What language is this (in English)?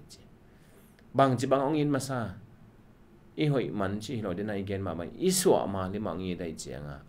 Tedim Chin